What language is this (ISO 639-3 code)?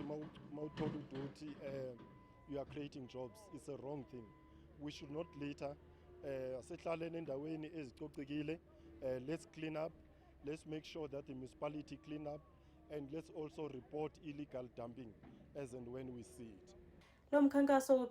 zul